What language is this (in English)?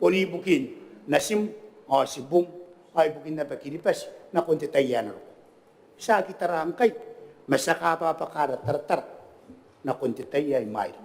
Gilbertese